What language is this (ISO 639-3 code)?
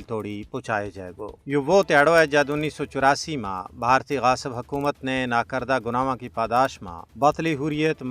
gju